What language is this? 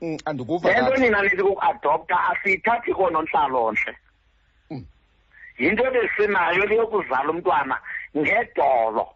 Xhosa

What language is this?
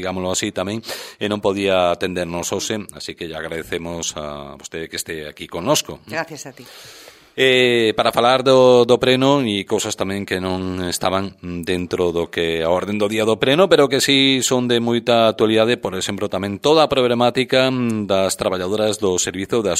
Galician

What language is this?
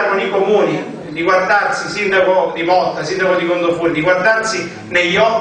Italian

